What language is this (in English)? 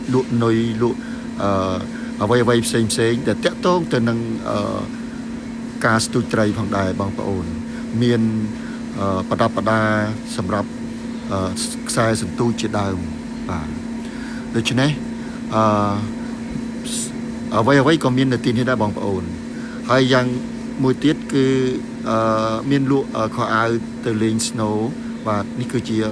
Khmer